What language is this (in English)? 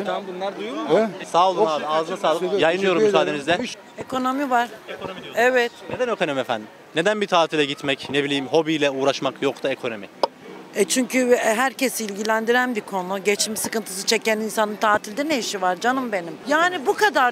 Turkish